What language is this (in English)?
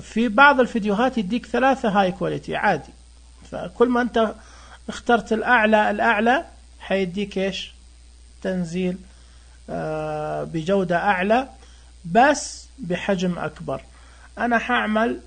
Najdi Arabic